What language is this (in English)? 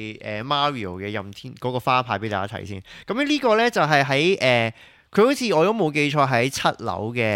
Cantonese